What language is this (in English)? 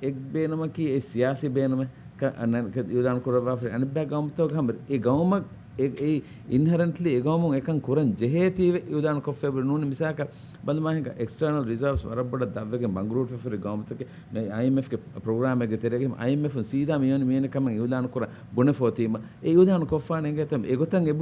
Divehi